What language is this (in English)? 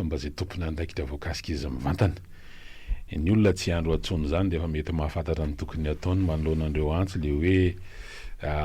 Malagasy